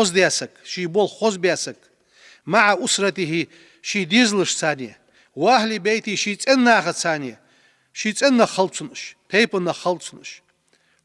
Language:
Ingush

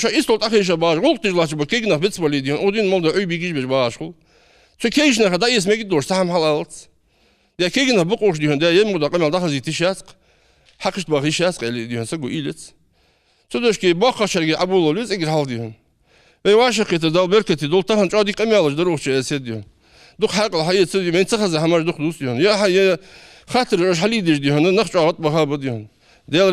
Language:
Ingush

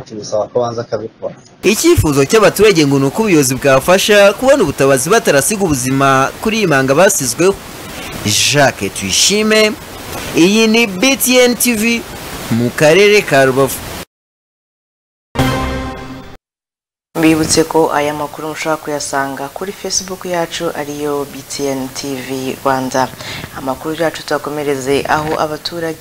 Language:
Kinyarwanda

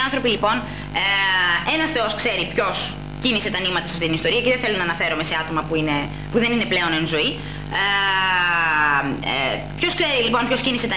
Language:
Greek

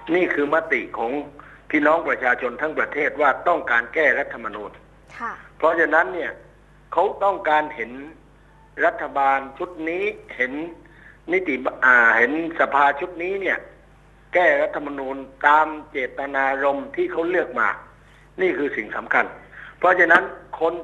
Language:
Thai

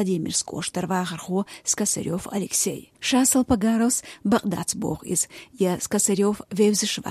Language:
Chechen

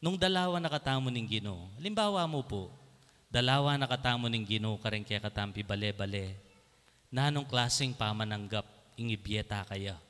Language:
Pampanga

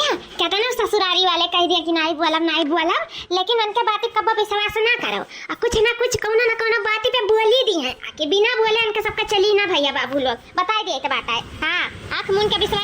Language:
Awadhi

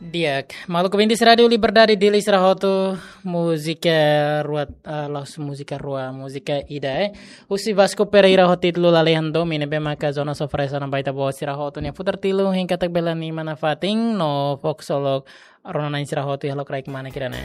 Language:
Tetum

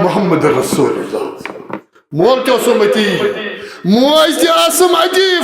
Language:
Kashmiri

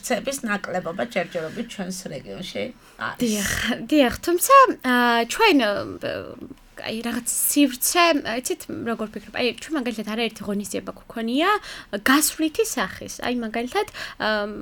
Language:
Georgian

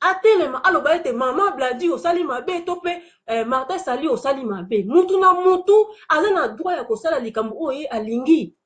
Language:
Lingala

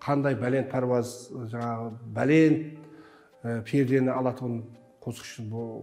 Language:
Kara-Kalpak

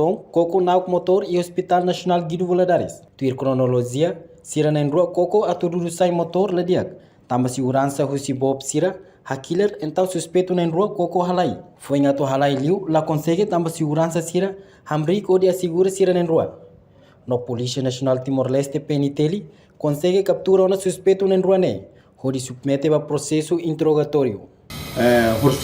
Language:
Tetum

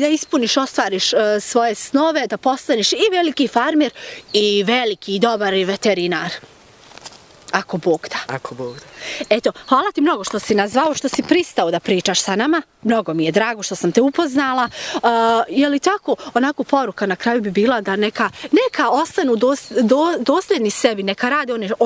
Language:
Bosnian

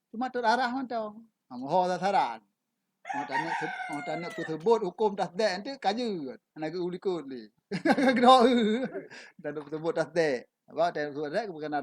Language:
Achinese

